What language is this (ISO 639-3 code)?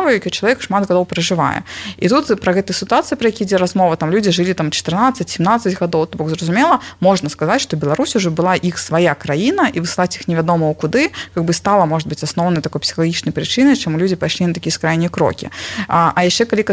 bel